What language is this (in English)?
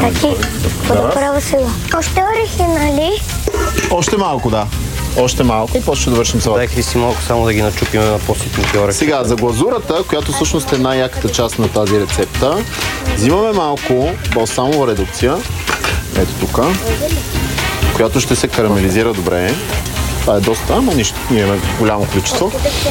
Bulgarian